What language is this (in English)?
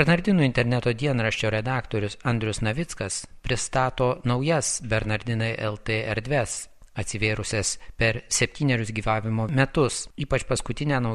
Lithuanian